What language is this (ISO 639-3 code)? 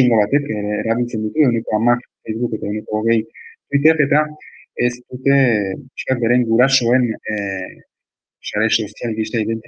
eus